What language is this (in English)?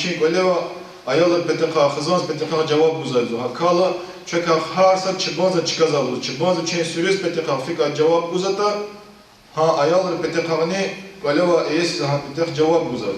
Lezghian